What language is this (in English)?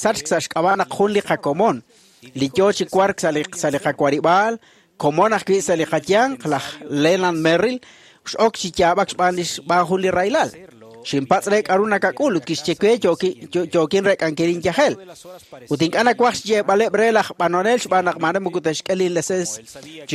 Kekchí